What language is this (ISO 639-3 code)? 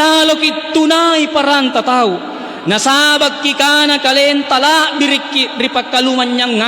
mak